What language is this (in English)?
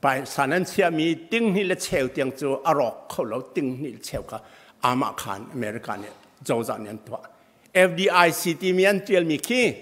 Hakha Chin